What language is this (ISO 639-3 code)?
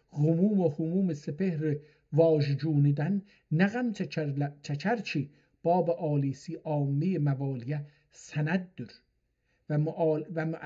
azb